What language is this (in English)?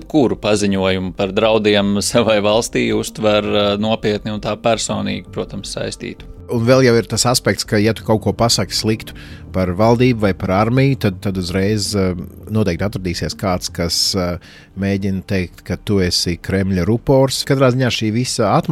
Latvian